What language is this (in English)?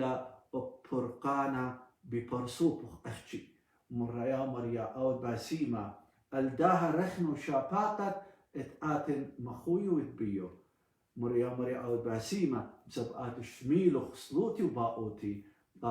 Assyrian Neo-Aramaic